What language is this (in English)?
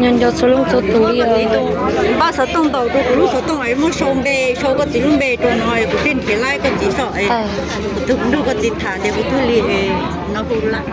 Hmong